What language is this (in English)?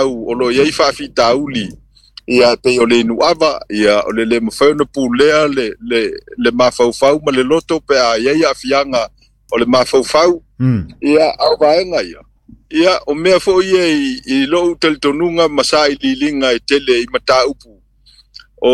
Samoan